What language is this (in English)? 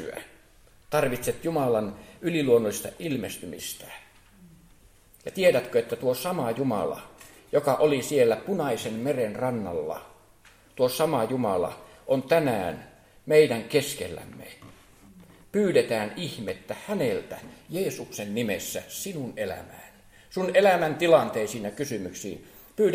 Finnish